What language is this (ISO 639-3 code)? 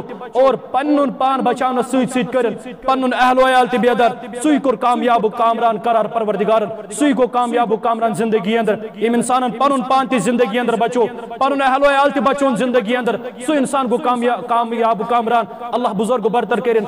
kas